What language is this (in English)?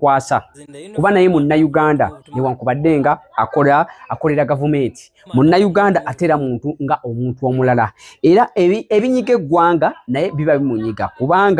Ganda